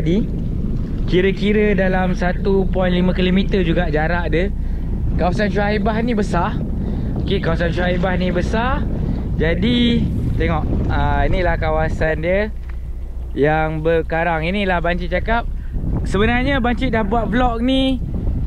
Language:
Malay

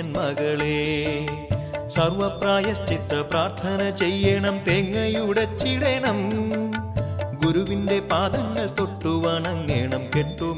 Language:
Malayalam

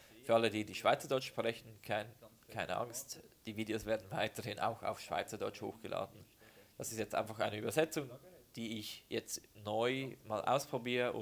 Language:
Swiss German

